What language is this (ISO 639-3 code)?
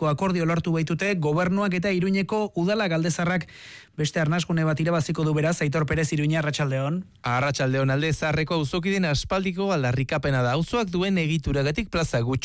eus